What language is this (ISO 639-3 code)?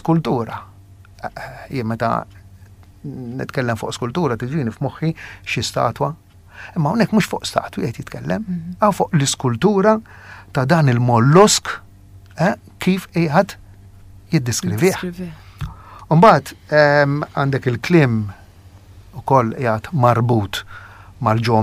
mlt